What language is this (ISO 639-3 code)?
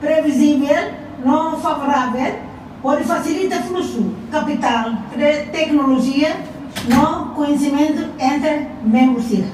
tet